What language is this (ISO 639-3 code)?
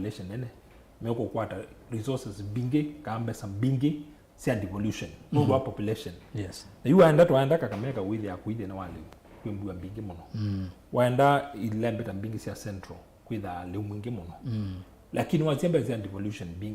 kam